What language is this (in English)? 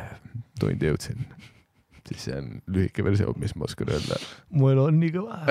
Estonian